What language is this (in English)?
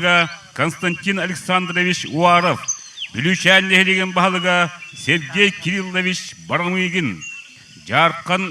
Yakut